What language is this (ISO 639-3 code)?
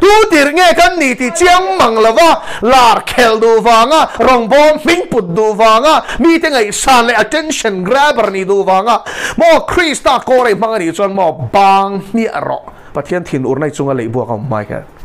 lus